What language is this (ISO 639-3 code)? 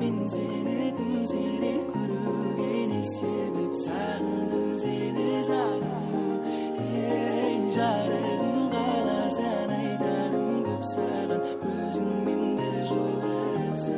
kaa